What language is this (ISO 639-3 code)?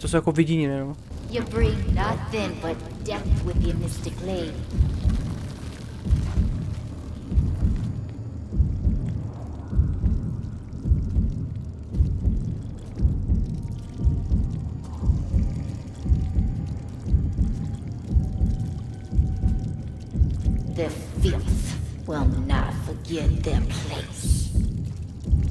ces